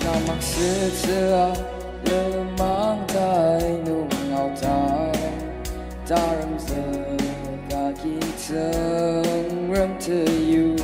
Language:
Ao Naga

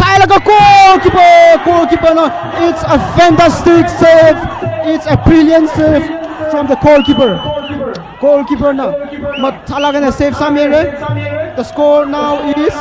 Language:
Tangkhul Naga (India)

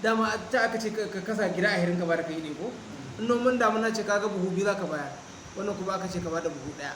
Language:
Hausa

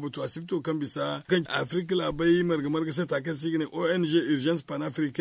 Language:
Zarma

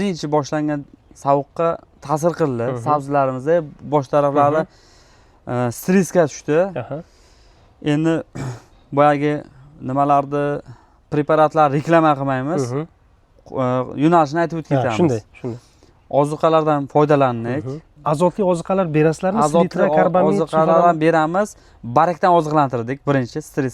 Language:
Uzbek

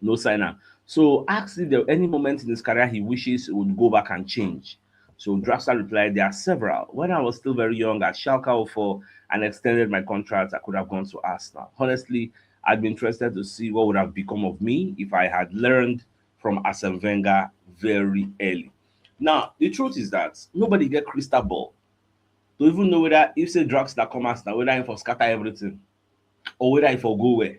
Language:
Nigerian Pidgin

